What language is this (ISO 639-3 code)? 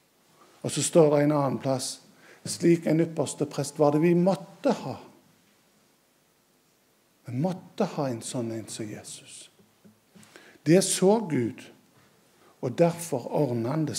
nor